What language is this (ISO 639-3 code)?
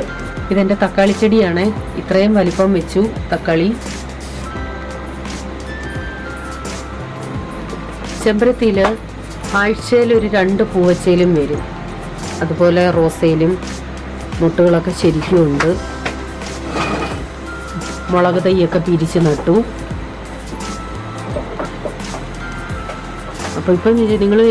mal